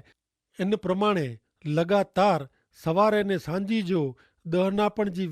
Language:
Kachhi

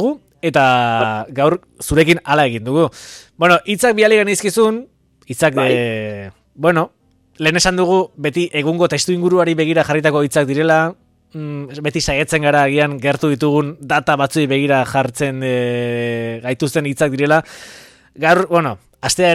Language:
Basque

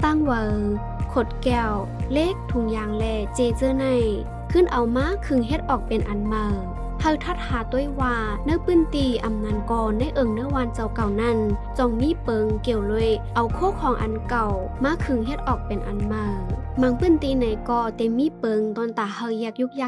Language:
Shan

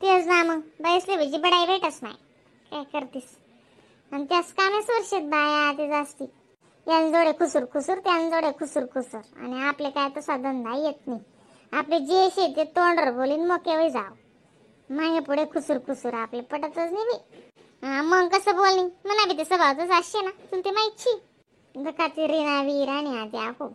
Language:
Khandesi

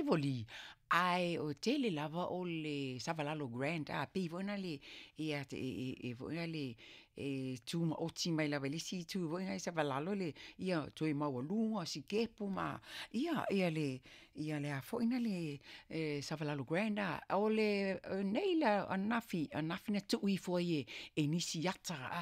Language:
Samoan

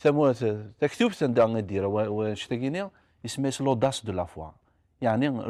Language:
Kabyle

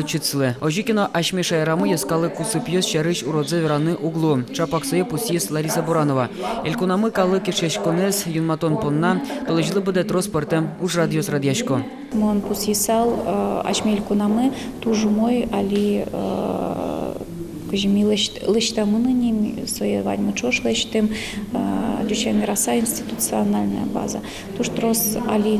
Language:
Udmurt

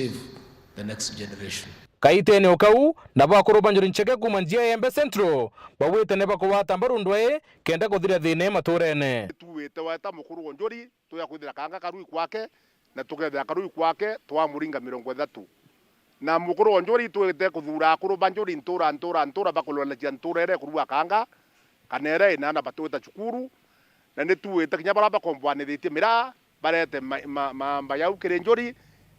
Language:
Meru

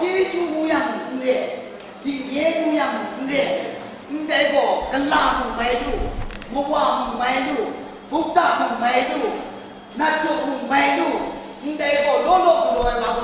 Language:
Kachin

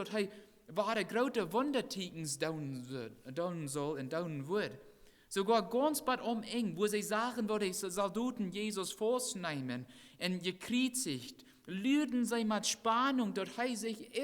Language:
Plautdietsch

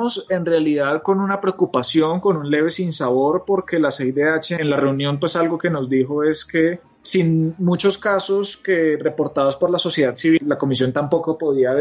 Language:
Spanish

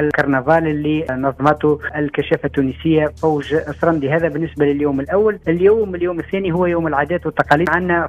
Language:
Tunisian Arabic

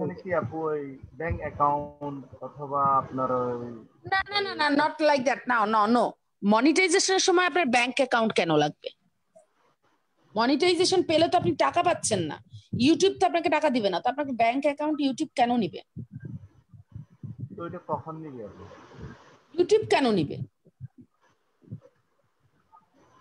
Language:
Bangla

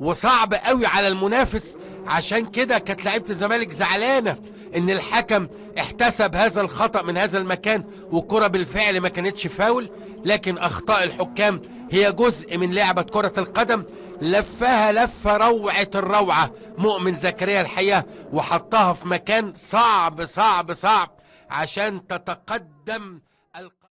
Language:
Egyptian Arabic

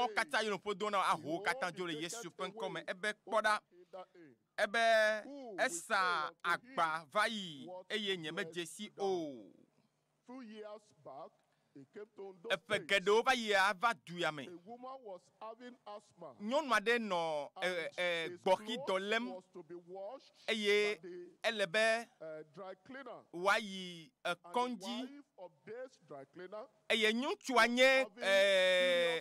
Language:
Ewe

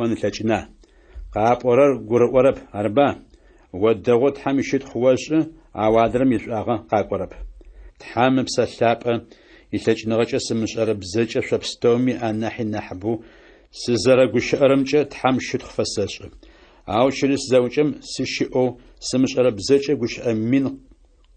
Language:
Adyghe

